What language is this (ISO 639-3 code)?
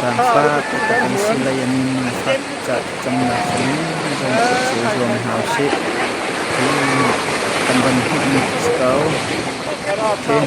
cnh